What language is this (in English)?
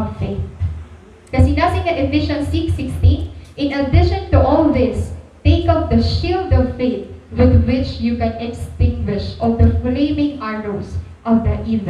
Waray